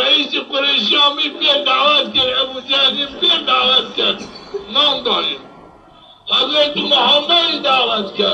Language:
Zaza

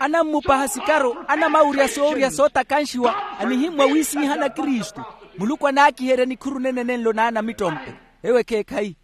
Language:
Makhuwa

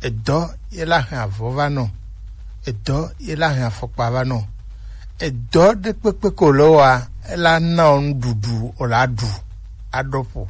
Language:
Gen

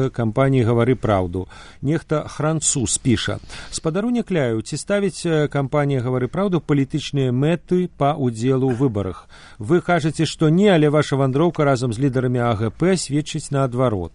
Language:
Belarusian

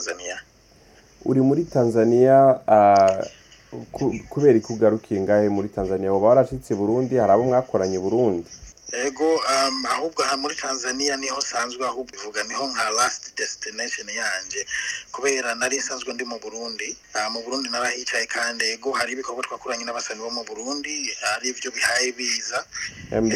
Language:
Rundi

